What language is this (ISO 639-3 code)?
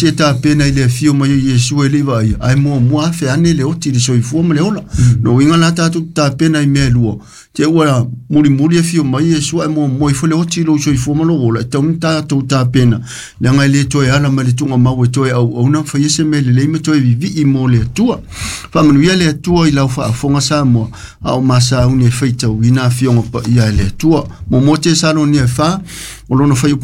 smo